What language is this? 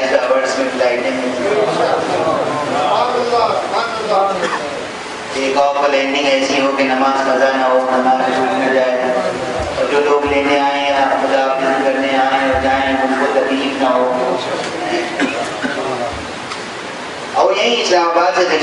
Urdu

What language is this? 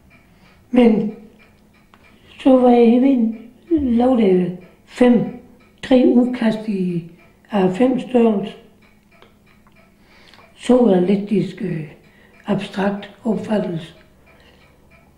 Danish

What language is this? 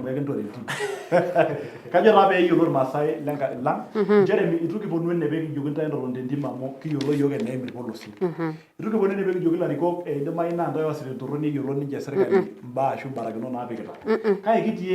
Masai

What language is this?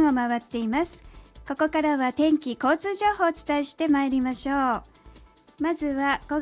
Japanese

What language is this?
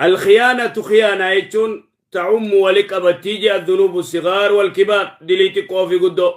Oromo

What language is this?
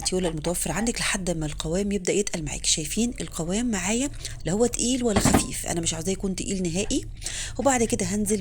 Egyptian Arabic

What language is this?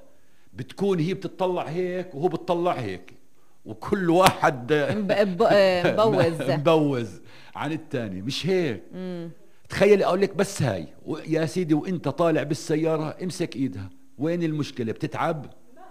North Levantine Arabic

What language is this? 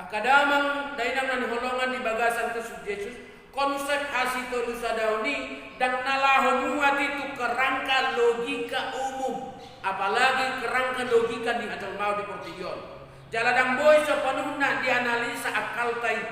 Batak Toba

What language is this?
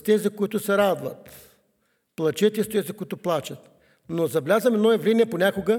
Bulgarian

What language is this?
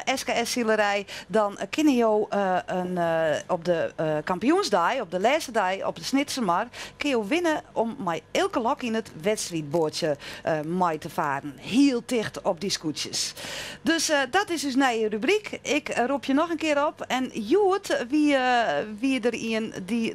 Western Frisian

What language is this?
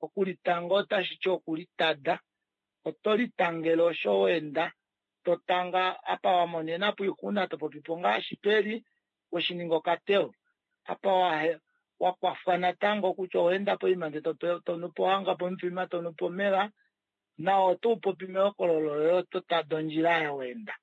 Kuanyama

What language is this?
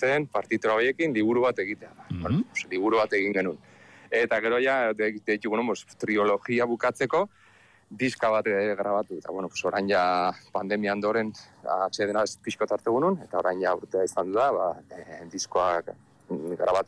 Basque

